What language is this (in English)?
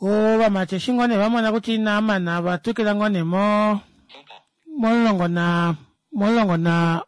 Kuanyama